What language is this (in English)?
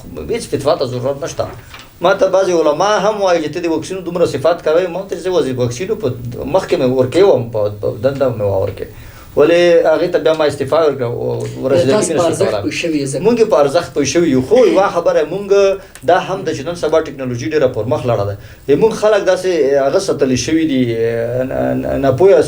Pashto